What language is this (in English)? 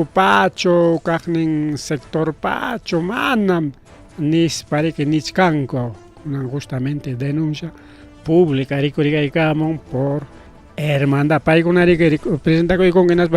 Ayacucho Quechua